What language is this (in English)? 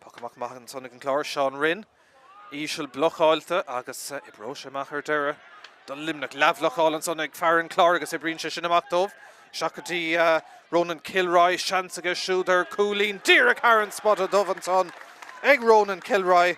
Irish